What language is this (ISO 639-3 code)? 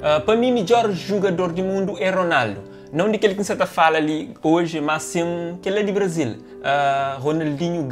kea